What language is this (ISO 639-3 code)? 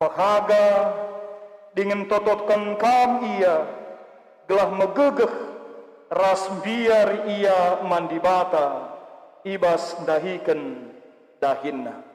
btx